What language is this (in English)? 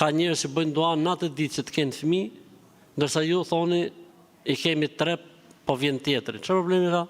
Albanian